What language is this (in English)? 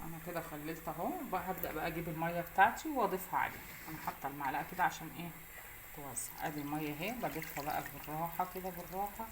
Egyptian Arabic